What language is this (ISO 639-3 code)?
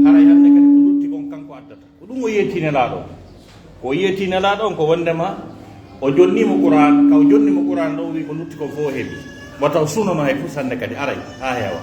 fuf